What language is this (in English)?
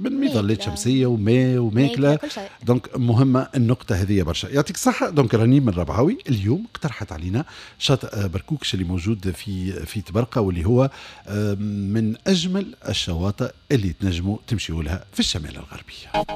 Tunisian Arabic